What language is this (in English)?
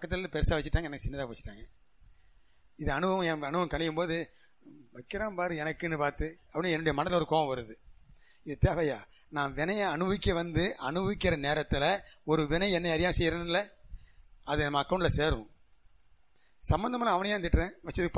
Tamil